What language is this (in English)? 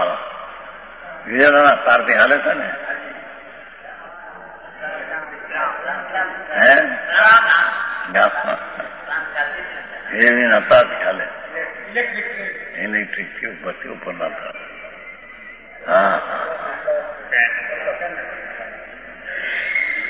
Gujarati